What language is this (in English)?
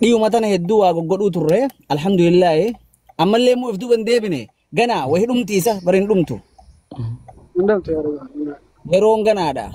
Oromo